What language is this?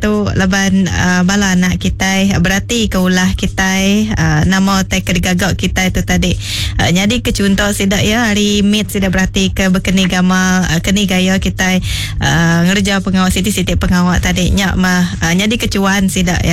Iban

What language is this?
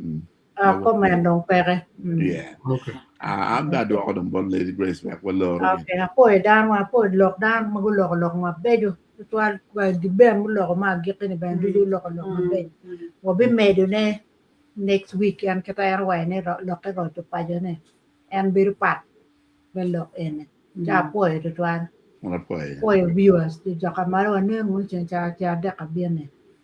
Acoli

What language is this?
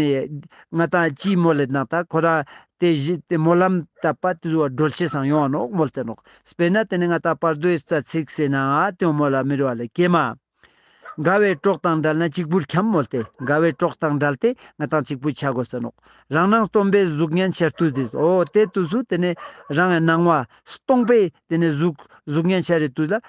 Ladakhi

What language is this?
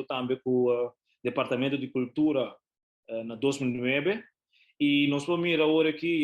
Papiamento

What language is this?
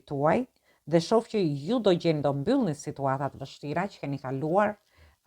Albanian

